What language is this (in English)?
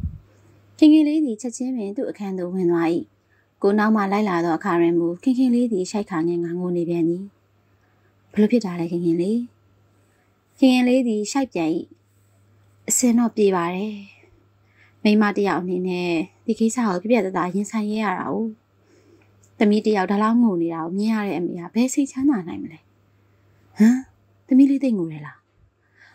Burmese